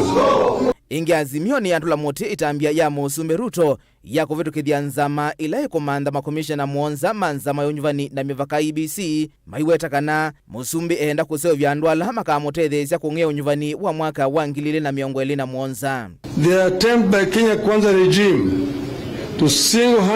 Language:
Kamba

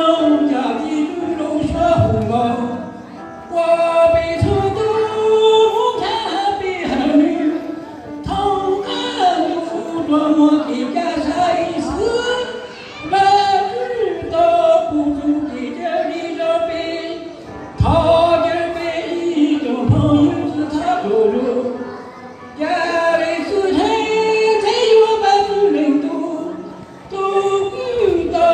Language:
Hmong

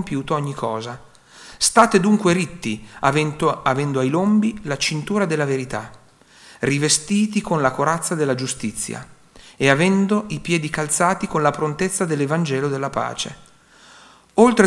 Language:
Italian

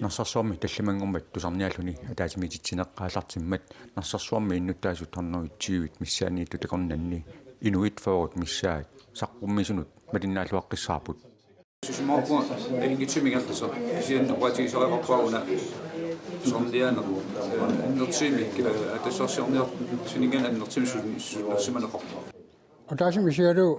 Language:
Kalaallisut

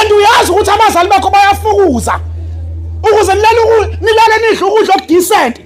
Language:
Zulu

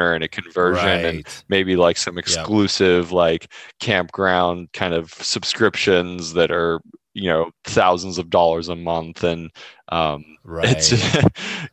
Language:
English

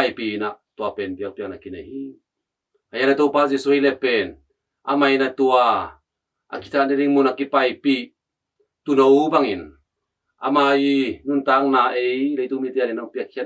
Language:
Tedim Chin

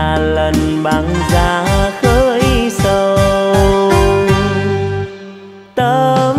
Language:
Vietnamese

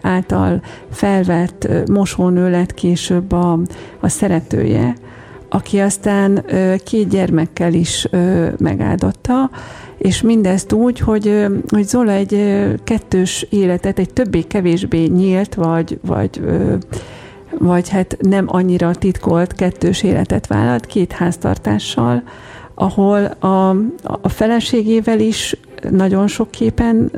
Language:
Hungarian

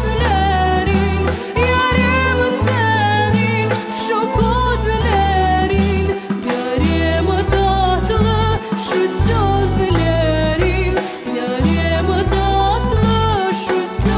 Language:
Crimean Tatar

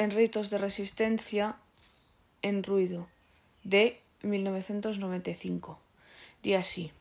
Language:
Galician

